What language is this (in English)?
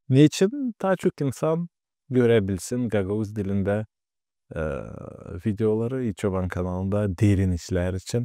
Gagauz